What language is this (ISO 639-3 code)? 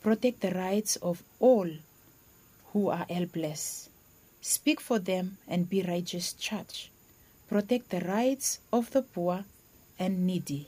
bis